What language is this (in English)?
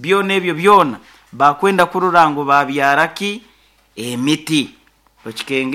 Nyoro